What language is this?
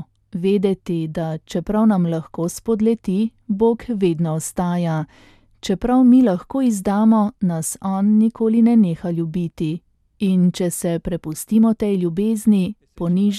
Slovenian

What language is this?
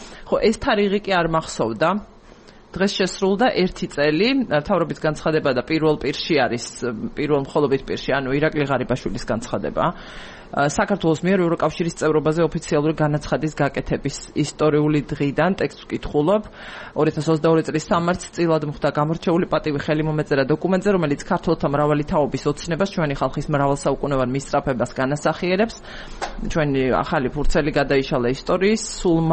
Georgian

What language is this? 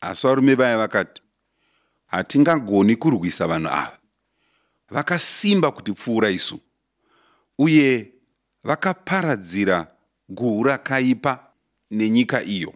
Shona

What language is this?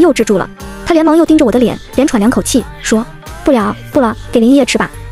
Chinese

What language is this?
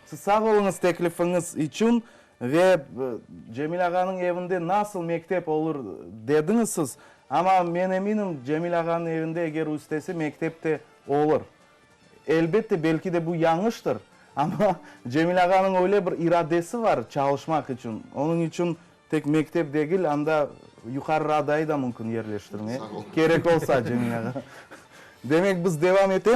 Crimean Tatar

